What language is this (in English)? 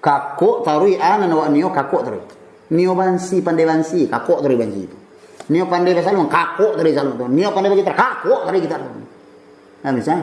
Minangkabau